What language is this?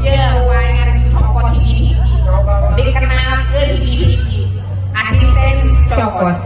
Sundanese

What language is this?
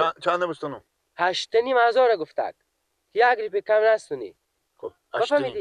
Persian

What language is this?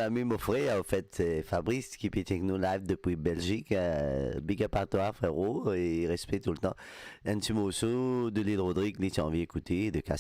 Morisyen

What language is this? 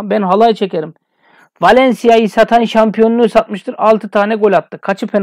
Turkish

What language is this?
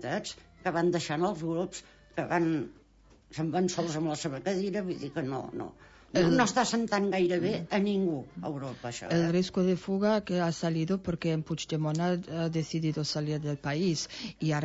Catalan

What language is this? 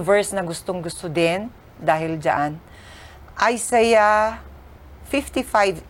Filipino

